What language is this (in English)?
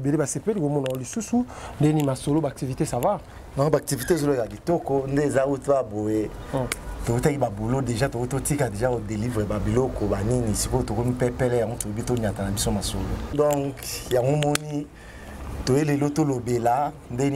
Lingala